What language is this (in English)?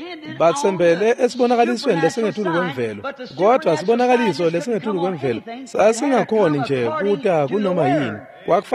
Swati